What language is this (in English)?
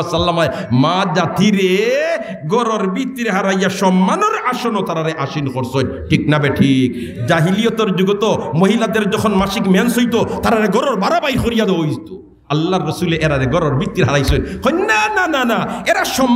Sylheti